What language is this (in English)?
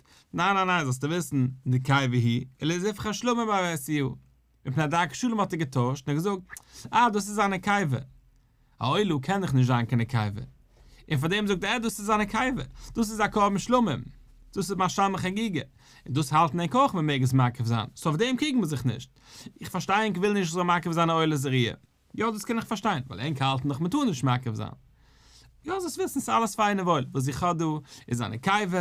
Yiddish